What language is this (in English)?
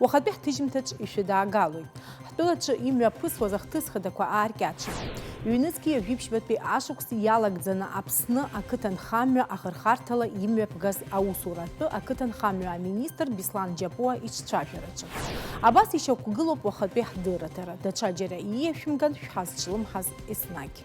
Abkhazian